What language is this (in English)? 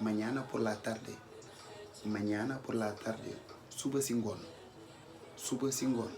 Wolof